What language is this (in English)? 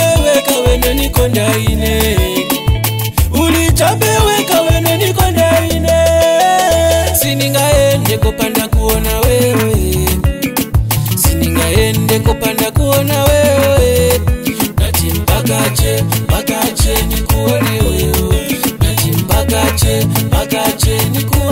Swahili